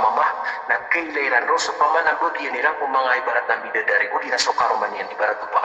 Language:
Maranao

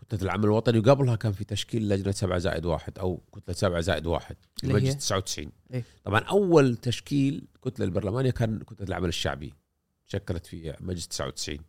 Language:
Gulf Arabic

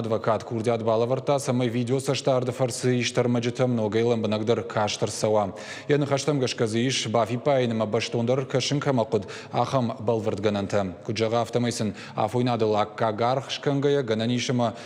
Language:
Ossetic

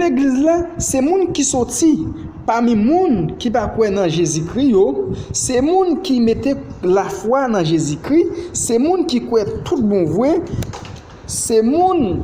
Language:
Haitian Creole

